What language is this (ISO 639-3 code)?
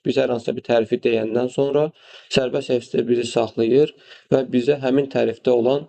aze